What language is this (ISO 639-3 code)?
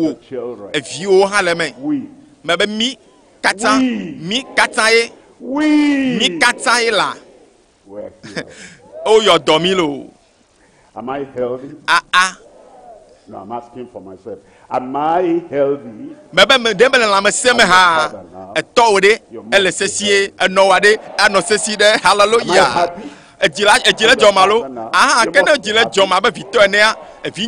ewe